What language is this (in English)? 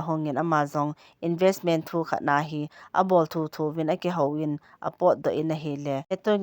Thado Chin